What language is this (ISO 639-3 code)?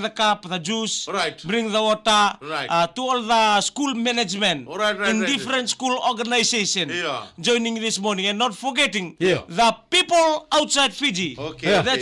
fij